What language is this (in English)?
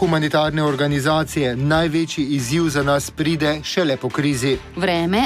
Slovenian